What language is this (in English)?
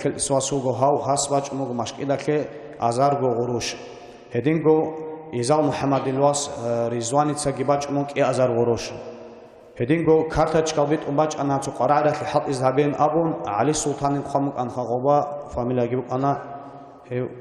Avaric